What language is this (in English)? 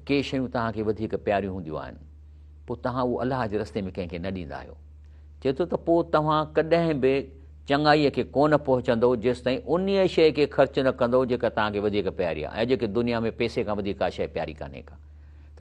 Sindhi